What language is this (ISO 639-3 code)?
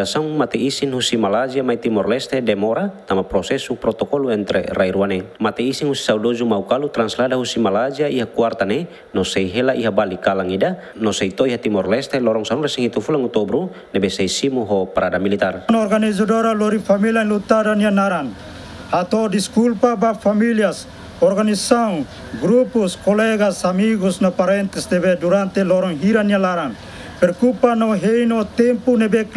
tet